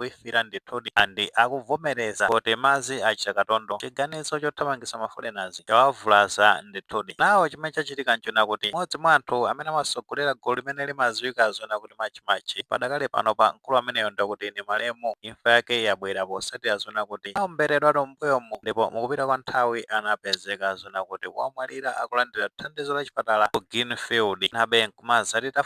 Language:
Nyanja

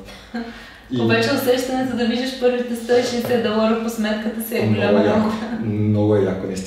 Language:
Bulgarian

